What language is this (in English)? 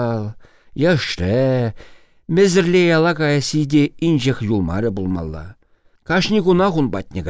Chuvash